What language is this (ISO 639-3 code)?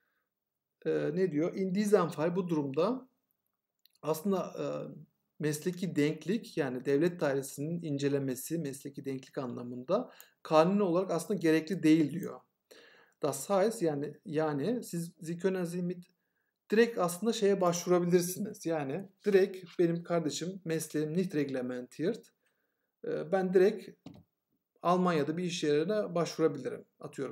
tur